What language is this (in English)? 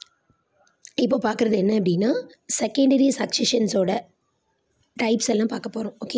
Tamil